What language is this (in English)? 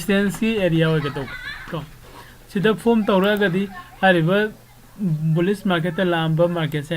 Manipuri